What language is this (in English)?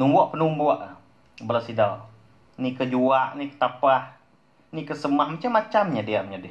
Iban